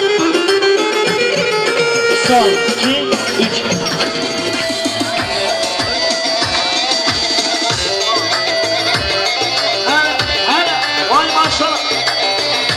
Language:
Turkish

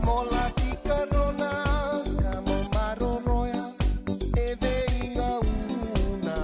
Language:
Fijian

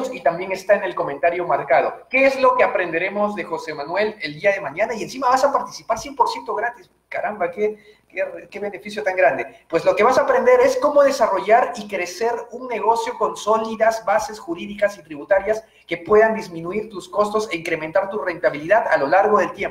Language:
Spanish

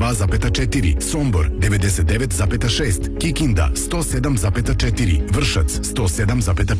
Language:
Serbian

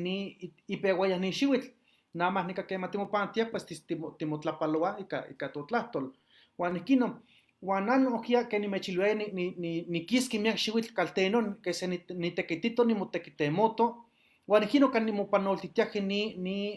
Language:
Eastern Huasteca Nahuatl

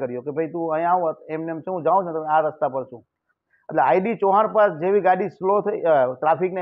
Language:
Gujarati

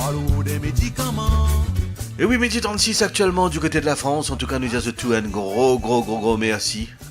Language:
Morisyen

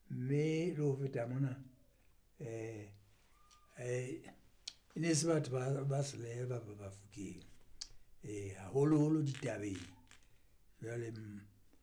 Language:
Southern Sotho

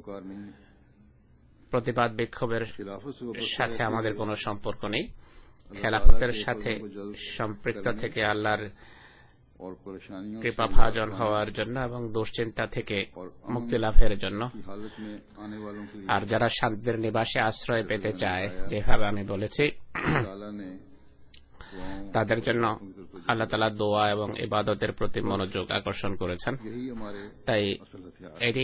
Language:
Bangla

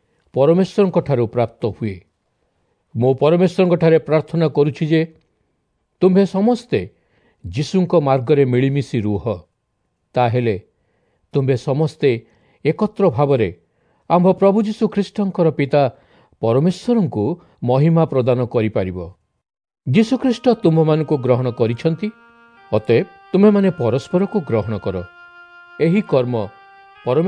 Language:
Odia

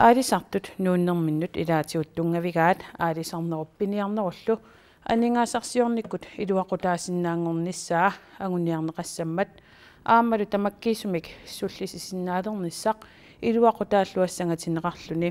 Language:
Kalaallisut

